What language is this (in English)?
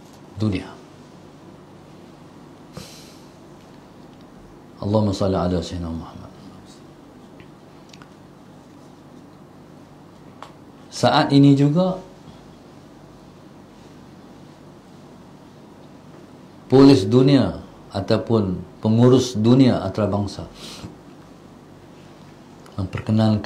Malay